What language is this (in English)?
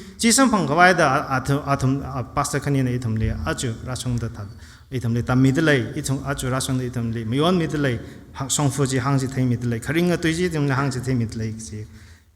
Tangkhul Naga (India)